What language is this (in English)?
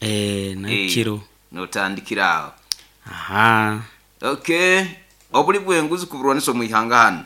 Nyoro